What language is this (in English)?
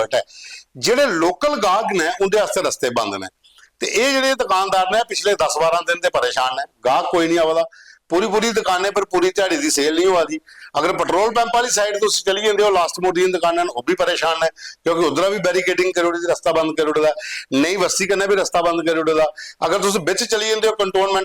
Dogri